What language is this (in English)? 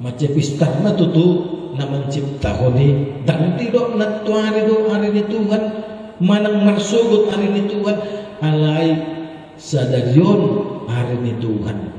Batak Toba